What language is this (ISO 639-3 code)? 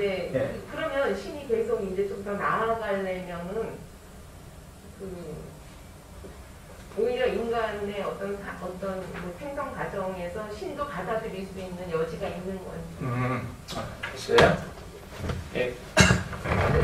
kor